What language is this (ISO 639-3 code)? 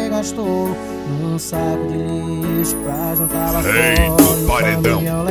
por